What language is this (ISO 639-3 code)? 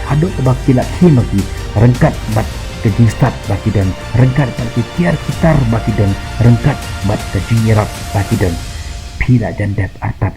kha